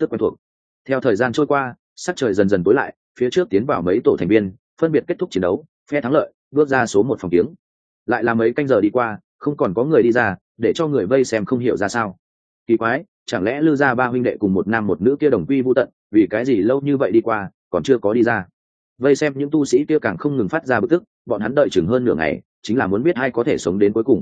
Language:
Vietnamese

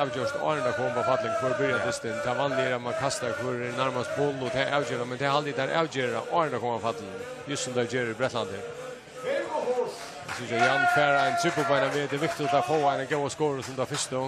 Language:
Faroese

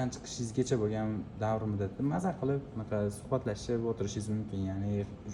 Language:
Uzbek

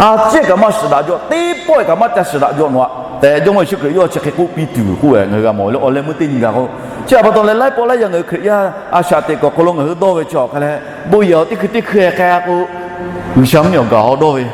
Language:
Lahu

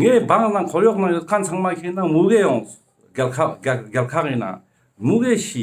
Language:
Ladakhi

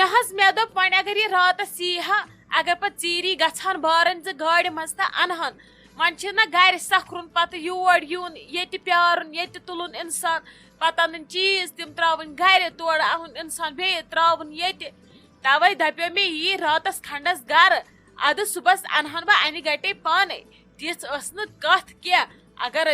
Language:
Kashmiri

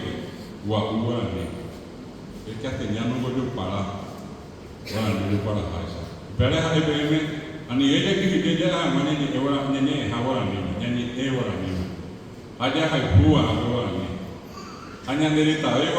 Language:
Guarani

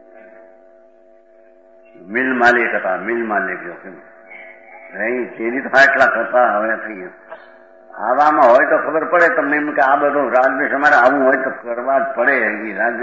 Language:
Gujarati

